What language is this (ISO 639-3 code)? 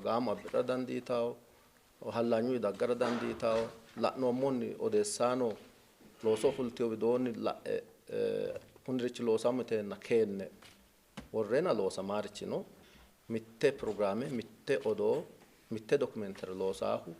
sid